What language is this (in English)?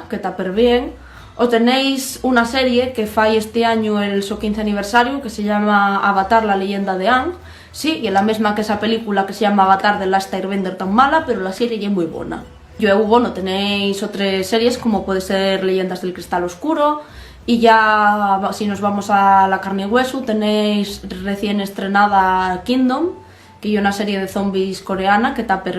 Asturian